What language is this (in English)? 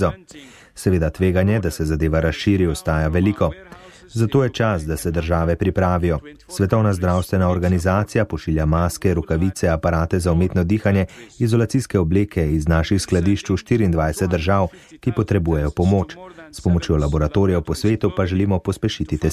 Slovenian